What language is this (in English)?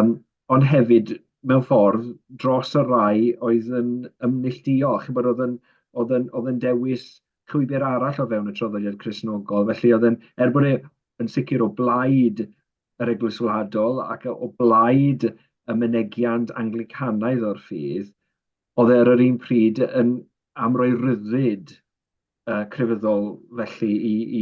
Welsh